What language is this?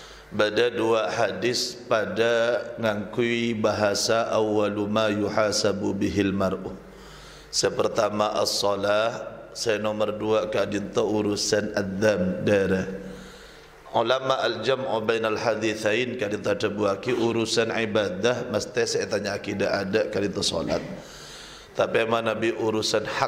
Madurese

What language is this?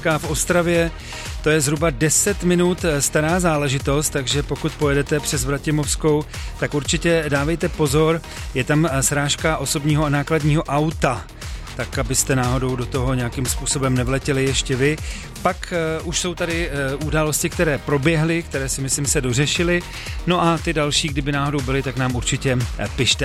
Czech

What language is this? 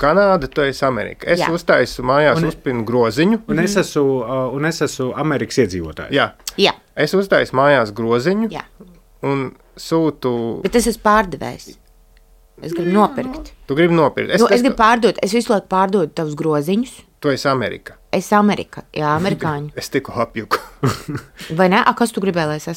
Latvian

